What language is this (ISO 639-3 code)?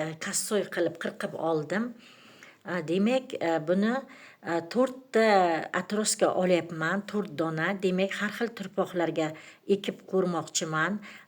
uzb